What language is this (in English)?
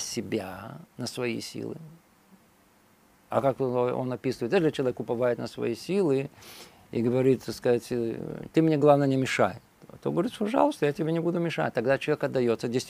Russian